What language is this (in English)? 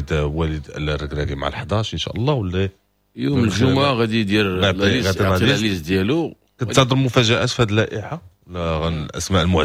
Moroccan Arabic